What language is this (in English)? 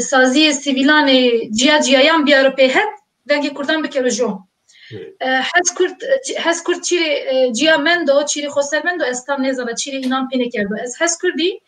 Zaza